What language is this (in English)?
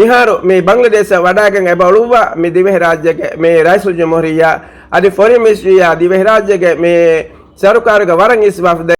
Divehi